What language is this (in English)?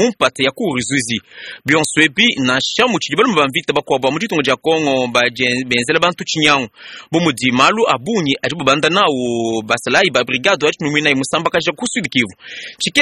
Luba-Lulua